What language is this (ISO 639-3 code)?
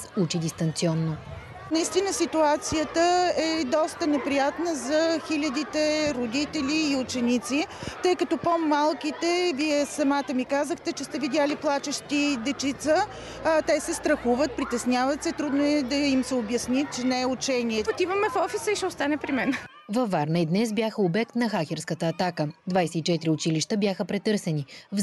bul